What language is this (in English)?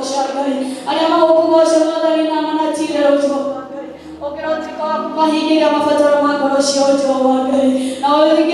Kikuyu